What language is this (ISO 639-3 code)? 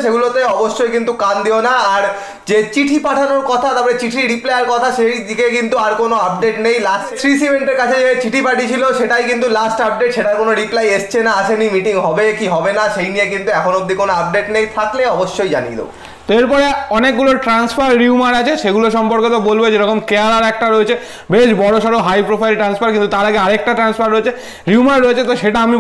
ben